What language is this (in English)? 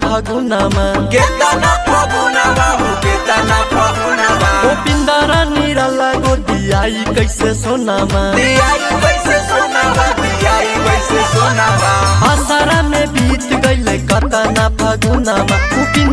Bhojpuri